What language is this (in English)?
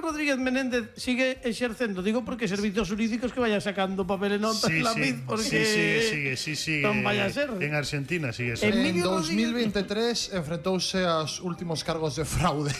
Galician